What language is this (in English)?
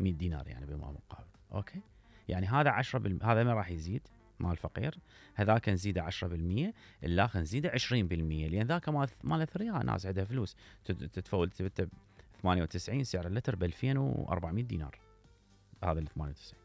Mesopotamian Arabic